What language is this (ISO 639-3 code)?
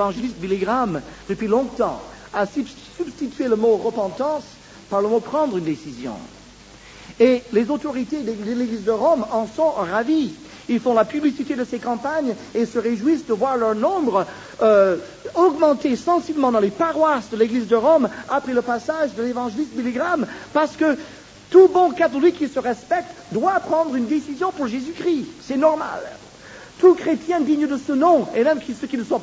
fra